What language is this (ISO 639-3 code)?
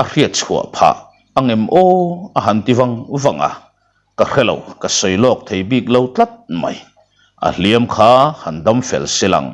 lus